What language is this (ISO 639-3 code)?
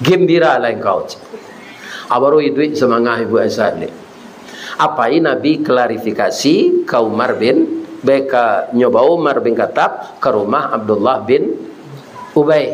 min